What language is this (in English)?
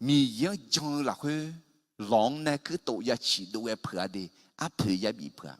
Akha